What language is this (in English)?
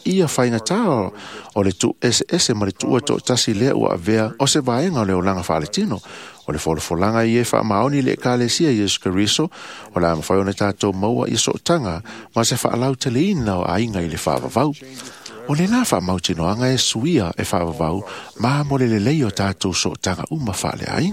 Samoan